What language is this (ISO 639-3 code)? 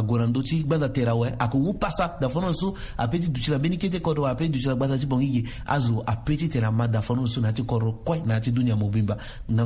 sag